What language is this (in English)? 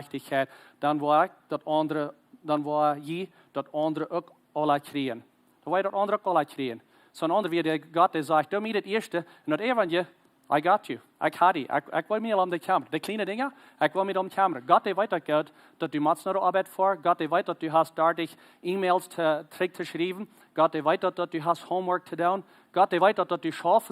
Plautdietsch